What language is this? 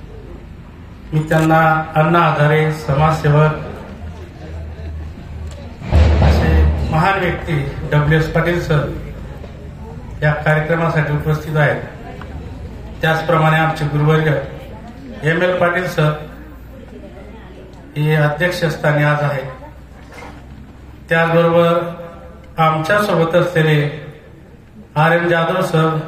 Marathi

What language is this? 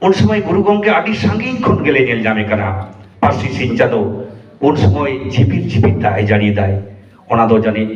Santali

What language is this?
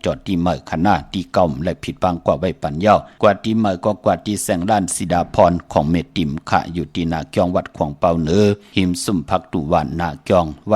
Shan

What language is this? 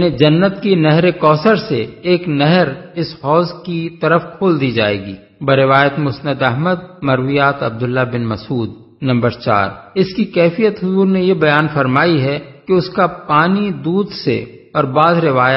Urdu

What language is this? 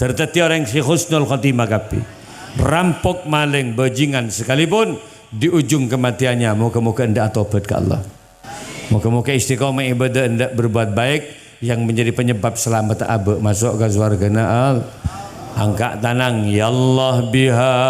Madurese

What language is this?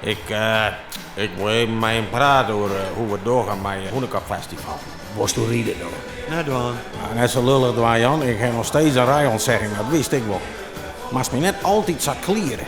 Western Frisian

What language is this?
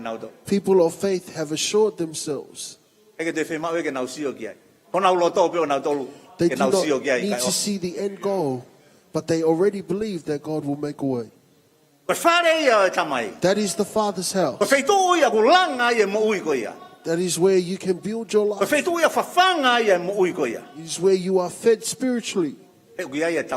Tongan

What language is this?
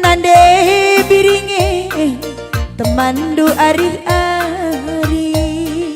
Batak Karo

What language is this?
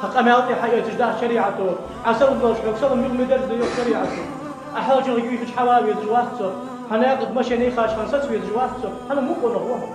Ingush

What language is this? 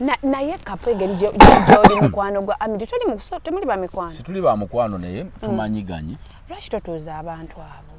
Ganda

